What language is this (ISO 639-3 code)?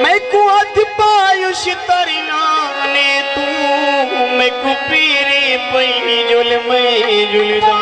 skr